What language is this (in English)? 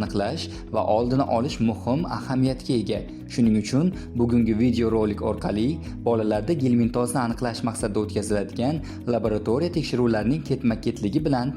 Uzbek